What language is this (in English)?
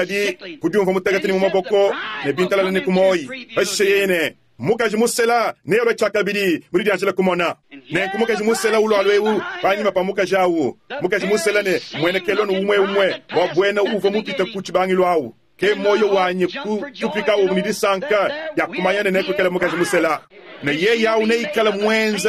Luba-Lulua